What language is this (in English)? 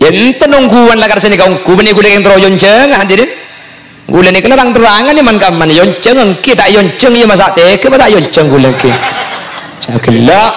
Madurese